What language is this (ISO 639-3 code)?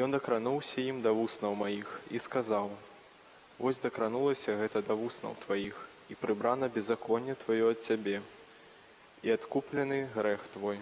bel